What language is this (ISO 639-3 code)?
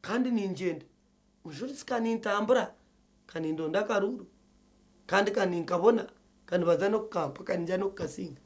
nyn